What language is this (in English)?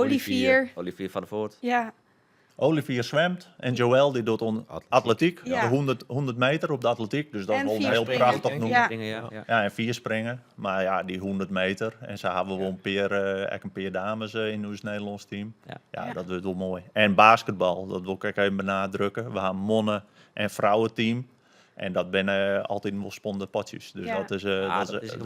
Western Frisian